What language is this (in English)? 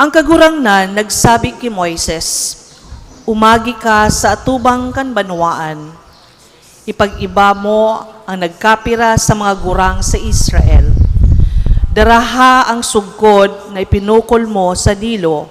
Bikol